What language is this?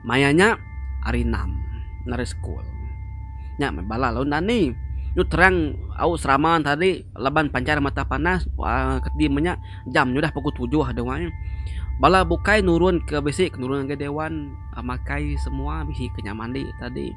Iban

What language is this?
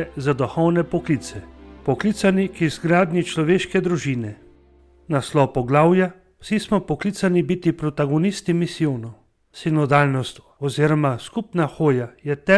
Slovenian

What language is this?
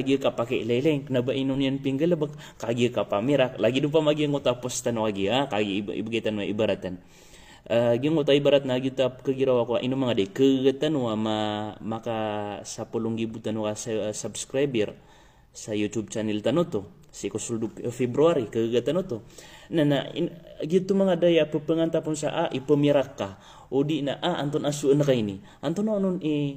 Maranao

